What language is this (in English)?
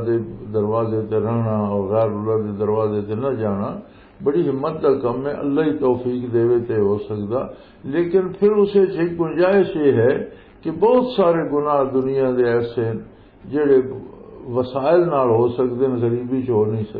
Western Panjabi